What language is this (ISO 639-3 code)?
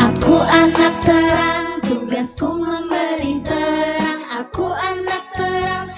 bts